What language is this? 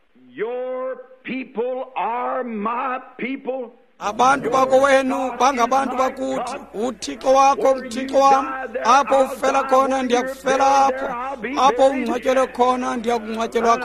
Xhosa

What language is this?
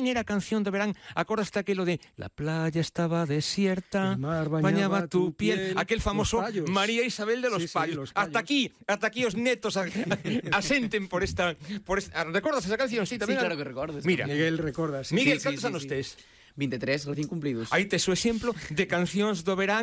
Galician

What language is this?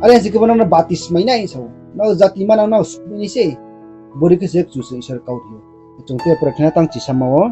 Riang (India)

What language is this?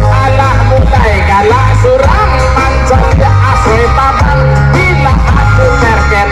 Minangkabau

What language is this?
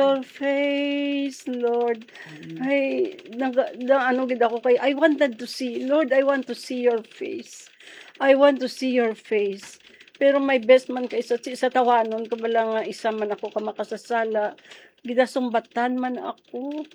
Hiligaynon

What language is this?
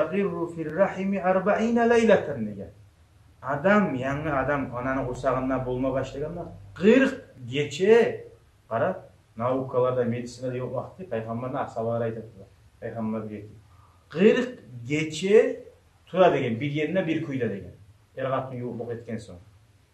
Kumyk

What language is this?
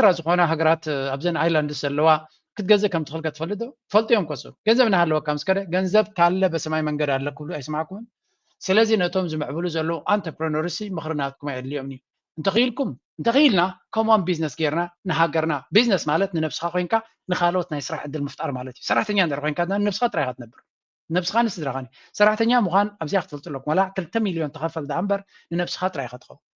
Tigrinya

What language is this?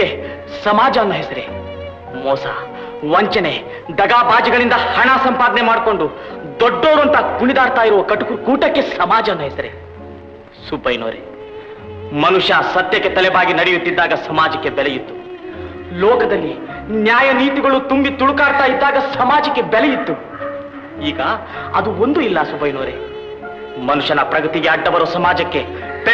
Kannada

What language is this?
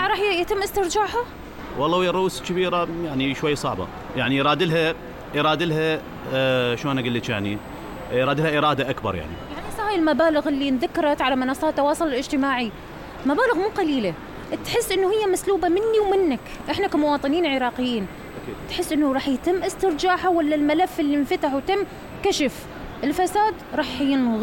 Mesopotamian Arabic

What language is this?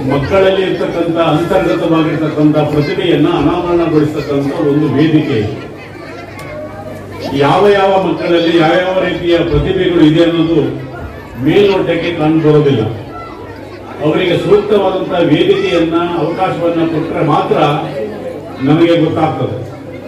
Kannada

